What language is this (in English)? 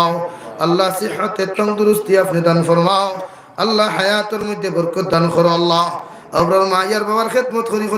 Sylheti